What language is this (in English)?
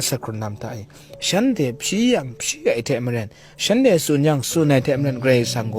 Kachin